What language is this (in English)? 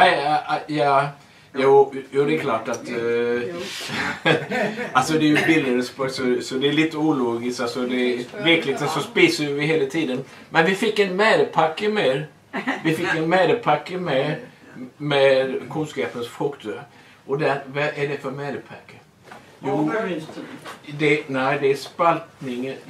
Swedish